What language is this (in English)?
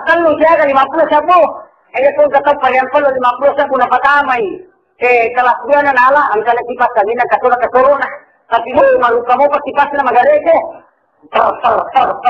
Buginese